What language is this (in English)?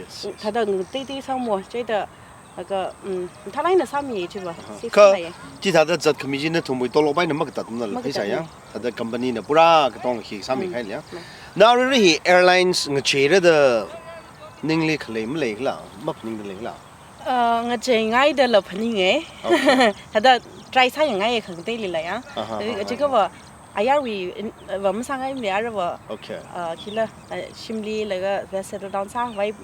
Tangkhul Naga (India)